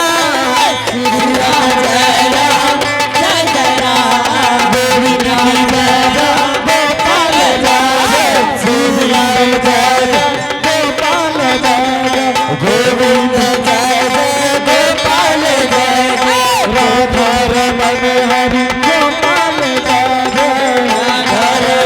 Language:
Angika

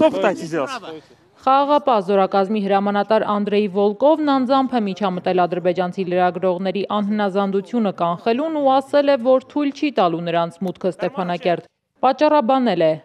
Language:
Armenian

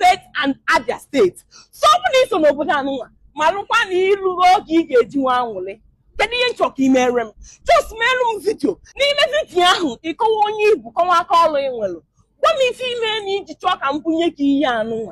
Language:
Igbo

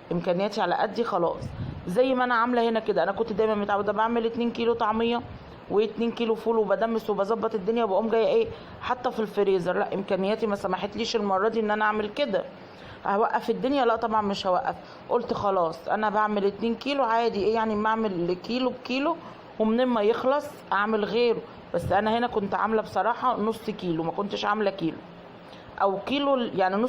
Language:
Egyptian Arabic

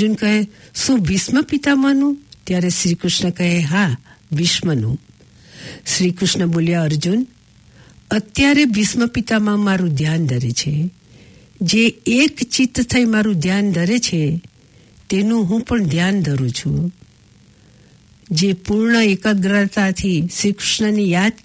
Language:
Gujarati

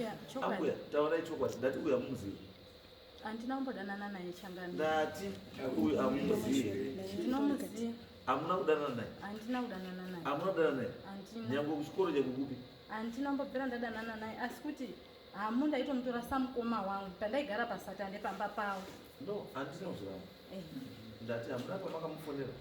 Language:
Shona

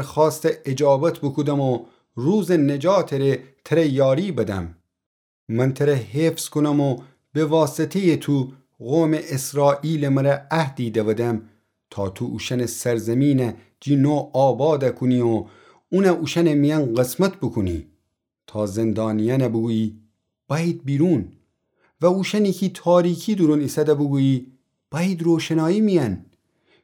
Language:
Gilaki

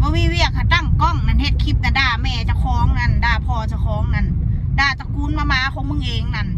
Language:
Northeastern Thai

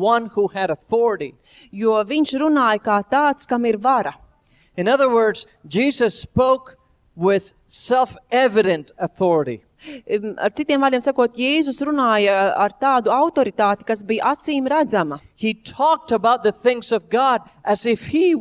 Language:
Latvian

